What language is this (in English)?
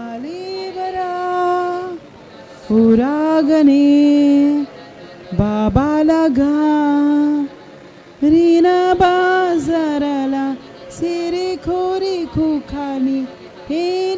Tem